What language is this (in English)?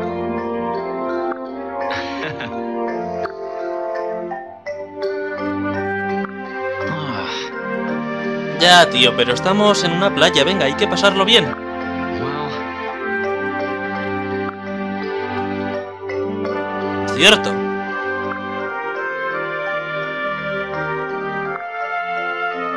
Spanish